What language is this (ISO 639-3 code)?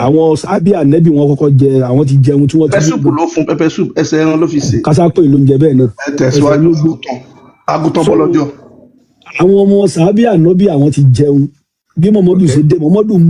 yor